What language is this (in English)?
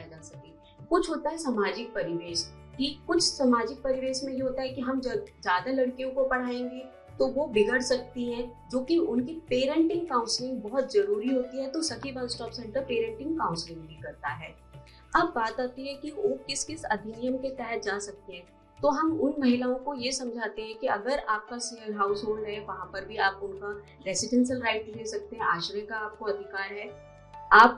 Hindi